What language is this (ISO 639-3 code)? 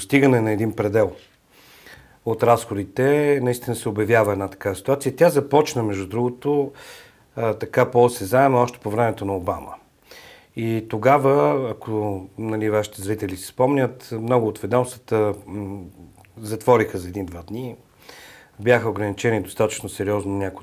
bul